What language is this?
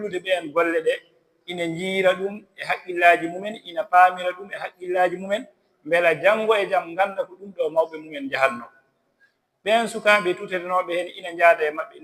Fula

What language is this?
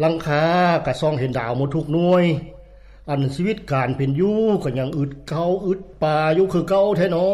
Lao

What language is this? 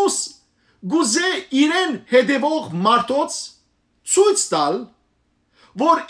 Western Armenian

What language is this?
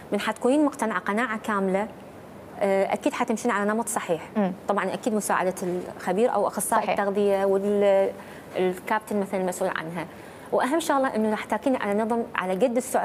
Mesopotamian Arabic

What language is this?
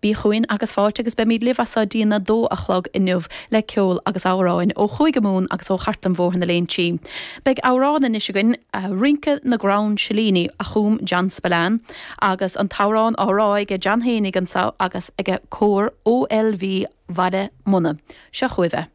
Irish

